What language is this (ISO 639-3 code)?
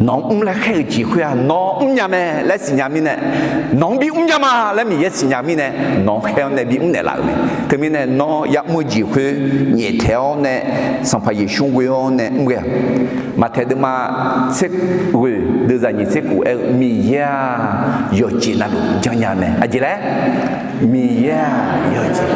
ahk